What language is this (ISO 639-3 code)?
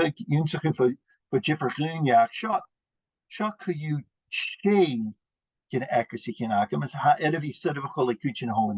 gla